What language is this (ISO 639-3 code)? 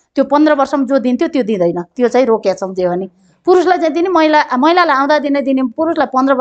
nep